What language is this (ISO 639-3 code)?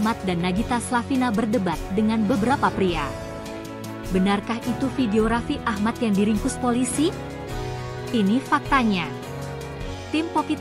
ind